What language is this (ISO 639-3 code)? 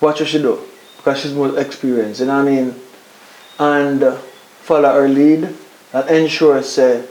jam